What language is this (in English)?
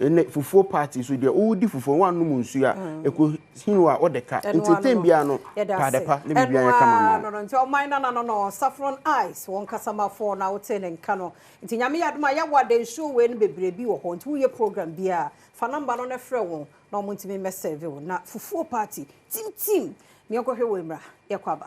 Akan